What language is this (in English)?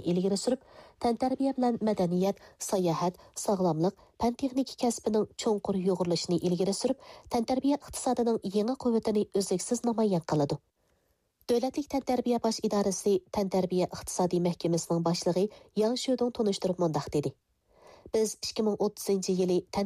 Uyghur